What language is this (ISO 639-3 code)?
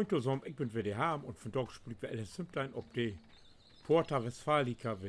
nds